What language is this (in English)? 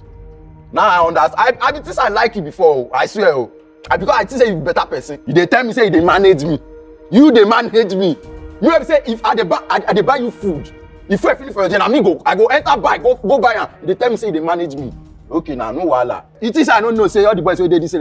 Nigerian Pidgin